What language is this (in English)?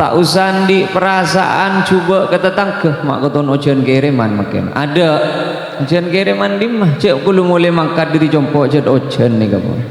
Madurese